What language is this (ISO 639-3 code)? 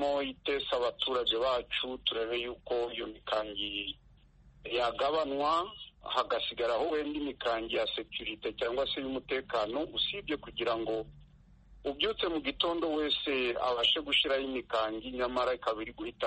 kin